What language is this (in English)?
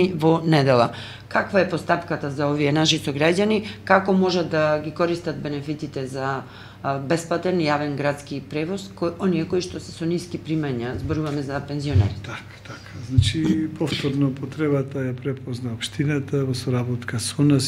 Macedonian